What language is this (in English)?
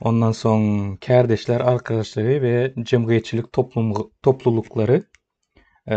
Turkmen